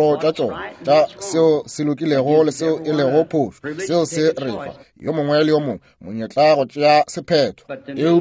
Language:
Northern Sotho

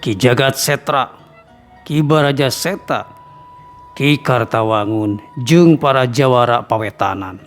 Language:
Sundanese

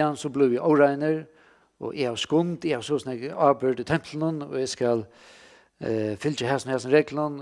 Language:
Faroese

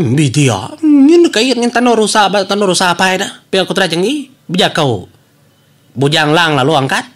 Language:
Iban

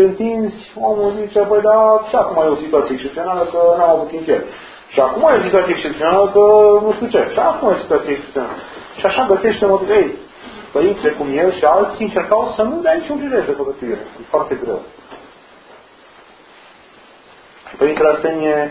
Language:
Romanian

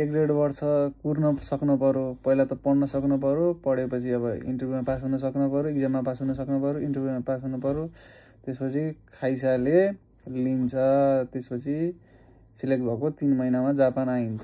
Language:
Nepali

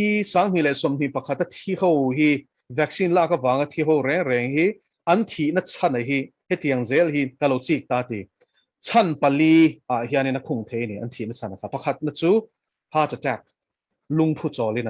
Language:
Mizo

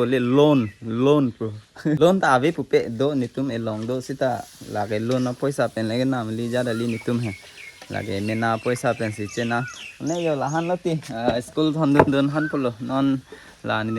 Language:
Karbi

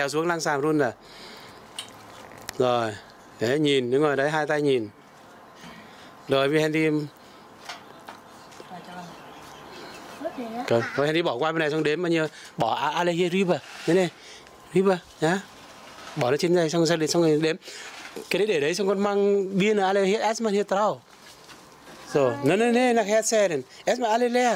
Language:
Vietnamese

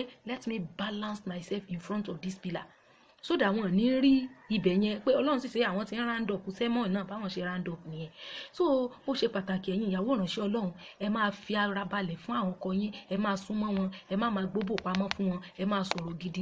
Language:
Yoruba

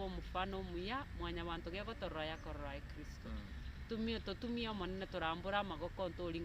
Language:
Gusii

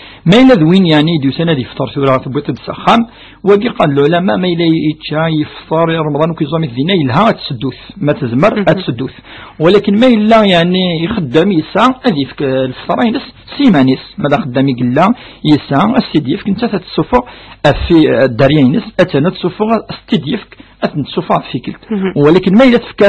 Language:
Kabyle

